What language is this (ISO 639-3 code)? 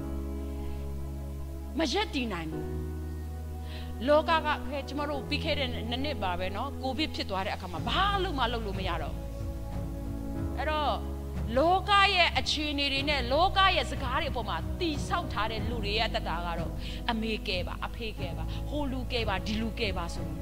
mya